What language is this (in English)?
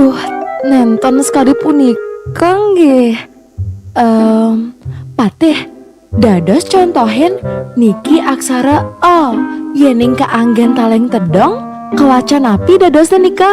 Balinese